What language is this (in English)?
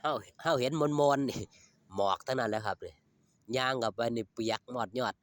Northeastern Thai